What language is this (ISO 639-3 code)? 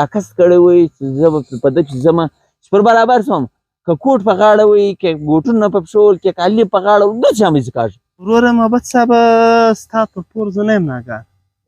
pus